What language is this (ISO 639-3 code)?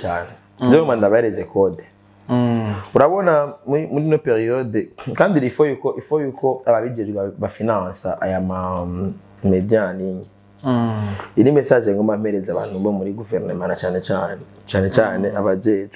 run